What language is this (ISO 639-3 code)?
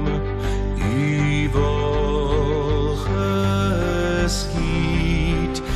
afr